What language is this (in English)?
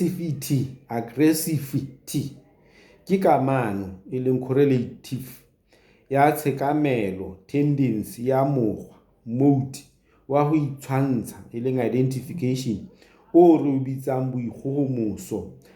Southern Sotho